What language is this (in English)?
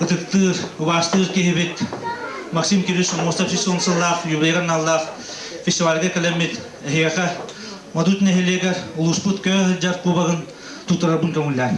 Yakut